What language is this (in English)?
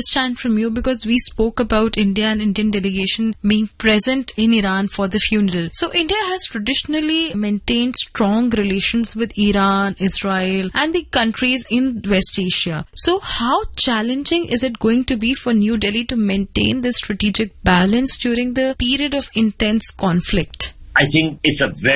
English